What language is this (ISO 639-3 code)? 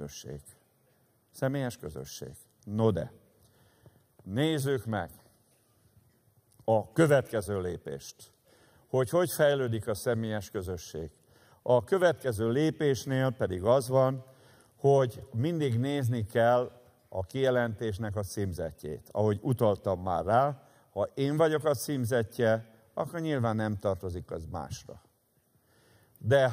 hun